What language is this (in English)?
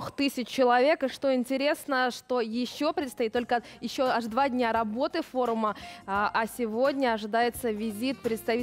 Russian